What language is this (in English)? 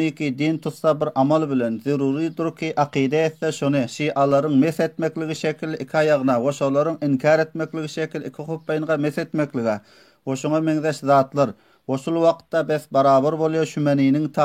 Turkmen